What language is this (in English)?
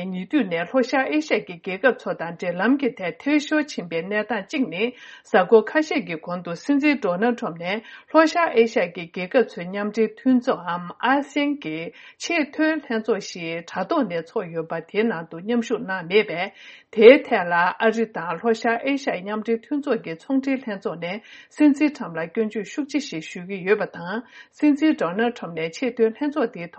Tibetan